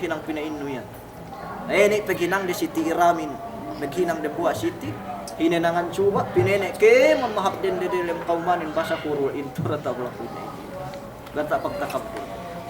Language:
Yakan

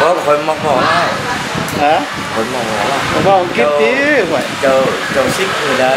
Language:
Lao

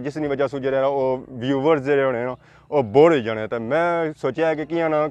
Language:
Pahari-Potwari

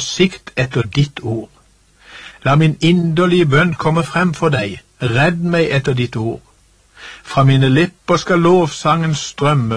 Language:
Norwegian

